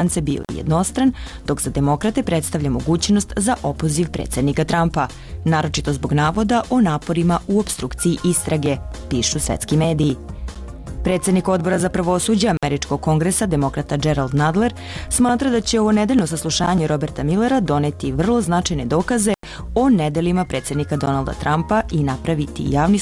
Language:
Serbian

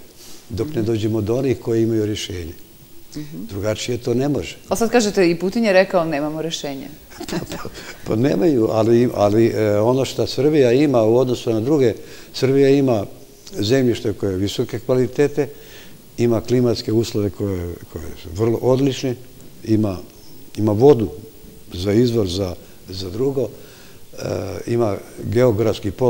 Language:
Serbian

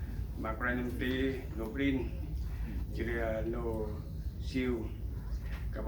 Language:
Central Mnong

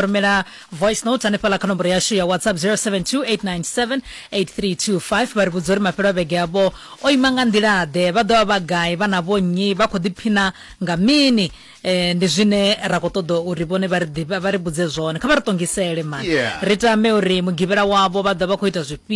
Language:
Venda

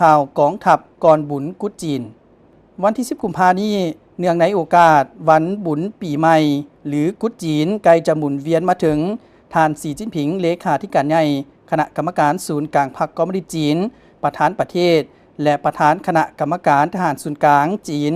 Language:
Lao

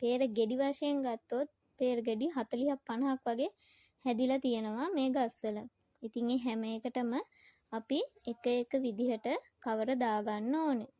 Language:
Sinhala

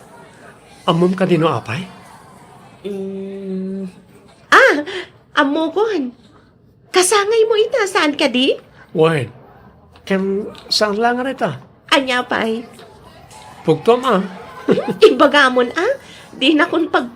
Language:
Iloko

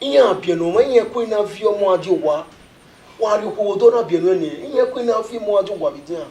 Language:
Bini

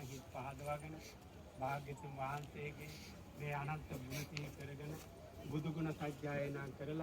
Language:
Sinhala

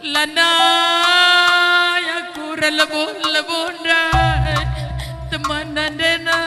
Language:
Batak Karo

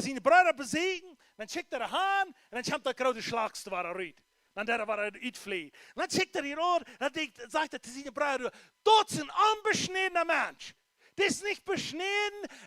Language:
Plautdietsch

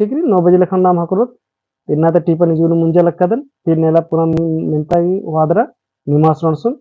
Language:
Kurukh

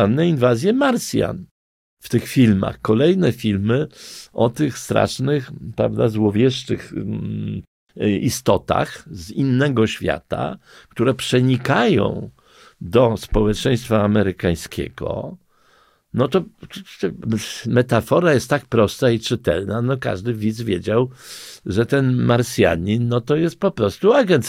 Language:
Polish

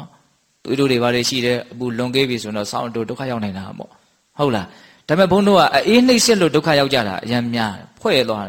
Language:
Burmese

